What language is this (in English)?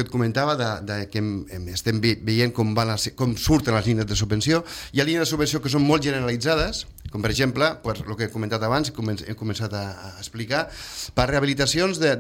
Catalan